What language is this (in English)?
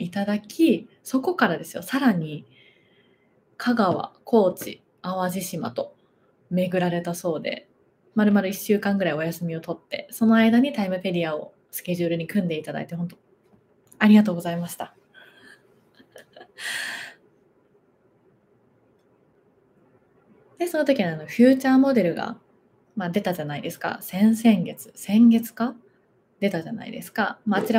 Japanese